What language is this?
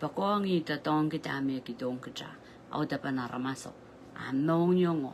Pohnpeian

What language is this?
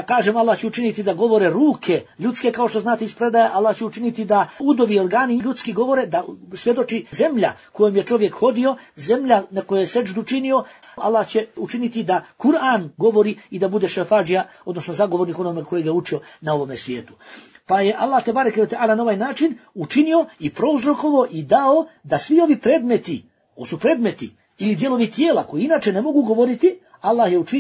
Bosnian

